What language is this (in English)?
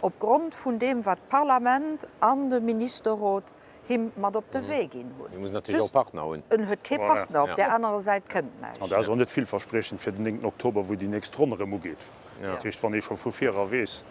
Luxembourgish